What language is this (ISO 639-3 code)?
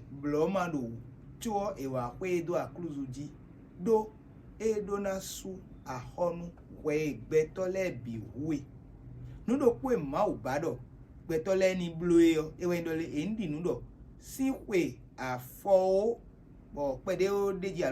fon